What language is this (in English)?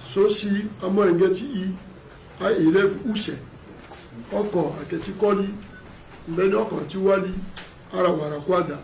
Sango